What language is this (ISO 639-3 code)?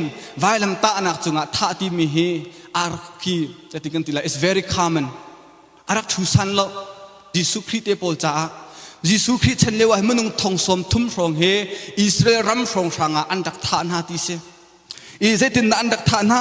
cnh